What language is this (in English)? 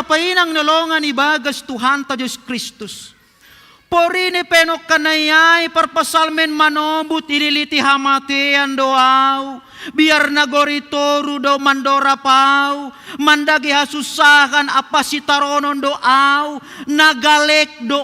Batak Simalungun